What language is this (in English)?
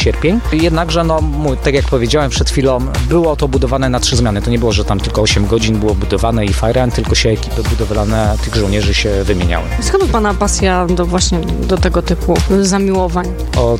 Polish